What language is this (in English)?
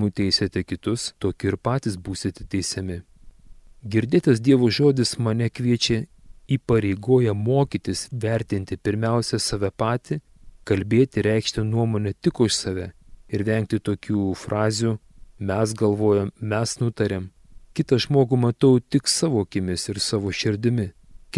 Lithuanian